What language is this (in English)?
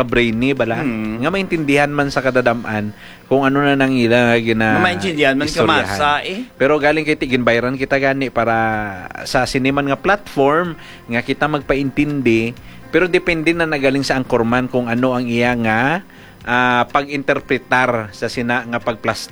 Hiligaynon